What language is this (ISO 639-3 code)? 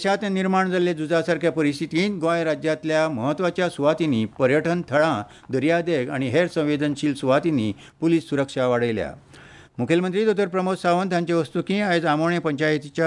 kok